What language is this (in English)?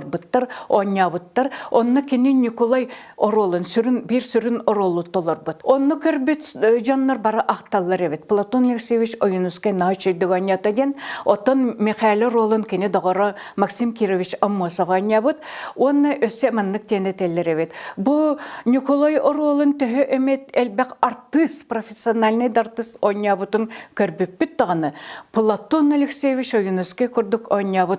Yakut